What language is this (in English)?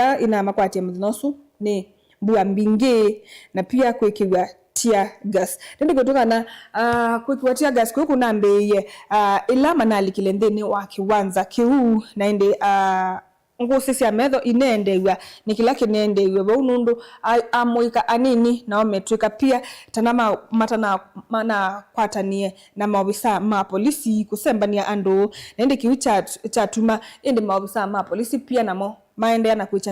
Kamba